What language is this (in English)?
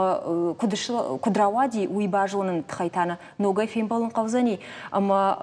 Ossetic